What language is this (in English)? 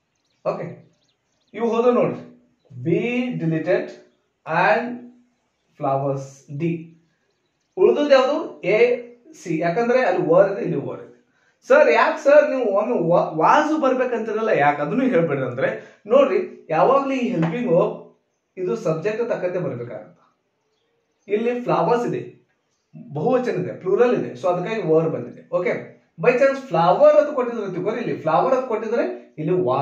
Kannada